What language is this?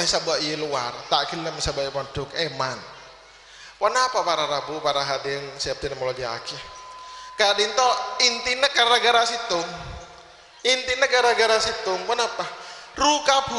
Madurese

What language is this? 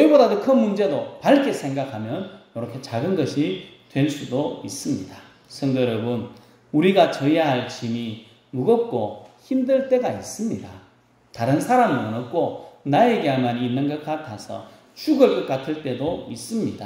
Korean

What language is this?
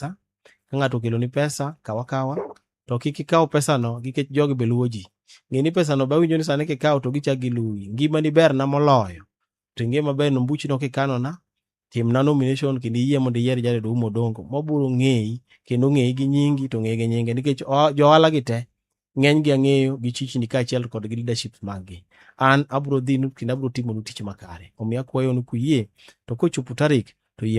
Luo (Kenya and Tanzania)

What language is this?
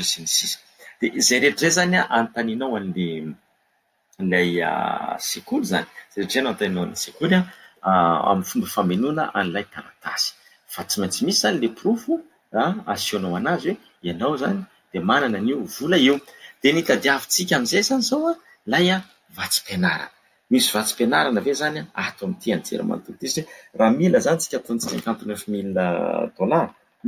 Malagasy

